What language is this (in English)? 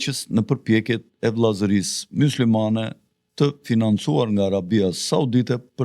Albanian